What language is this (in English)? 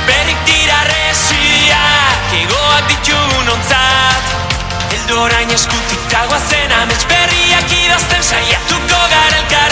Basque